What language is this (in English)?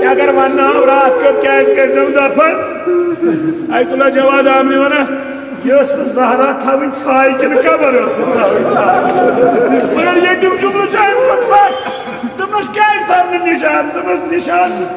Kashmiri